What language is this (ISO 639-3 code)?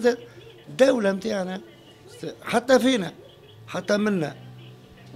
aeb